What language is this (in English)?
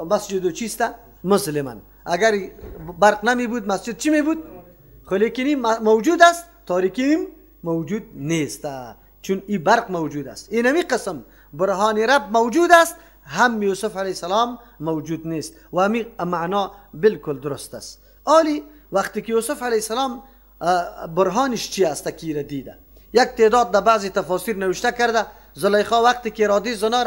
Persian